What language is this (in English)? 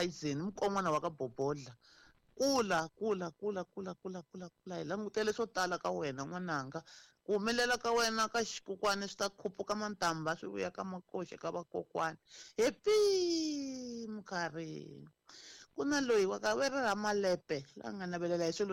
Tsonga